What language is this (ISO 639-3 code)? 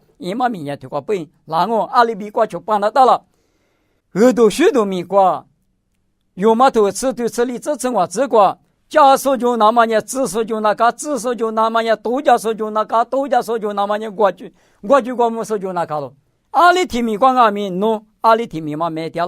lis